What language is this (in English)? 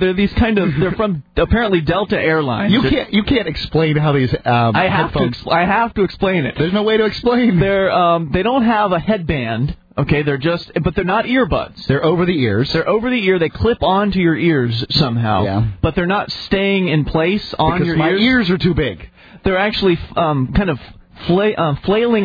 English